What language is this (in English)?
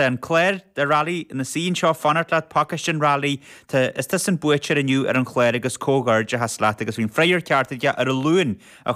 Irish